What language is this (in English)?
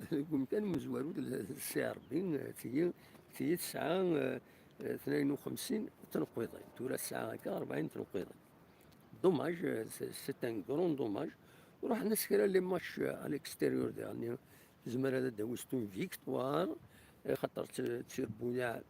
Kabyle